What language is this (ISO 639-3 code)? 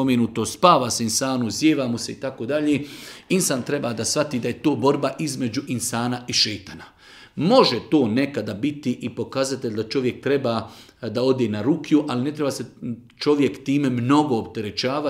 bos